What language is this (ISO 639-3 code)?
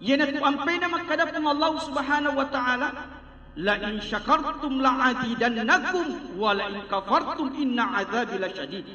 bug